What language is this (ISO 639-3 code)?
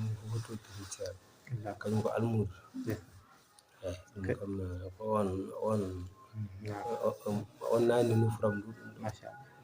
ful